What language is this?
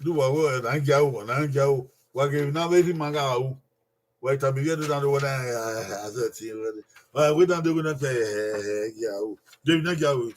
Bini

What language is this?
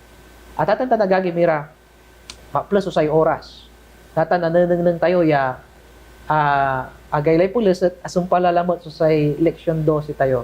Pangasinan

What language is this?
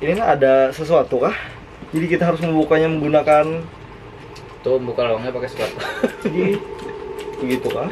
Banjar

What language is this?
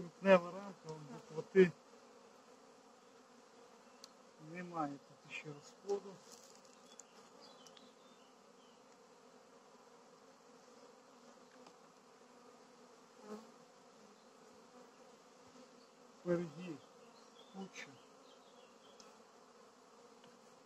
Ukrainian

